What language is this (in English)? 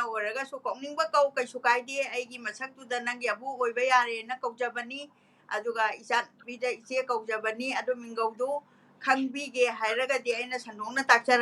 Manipuri